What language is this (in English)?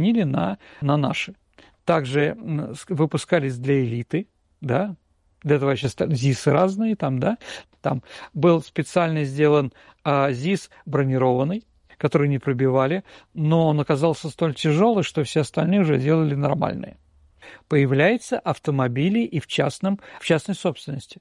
Russian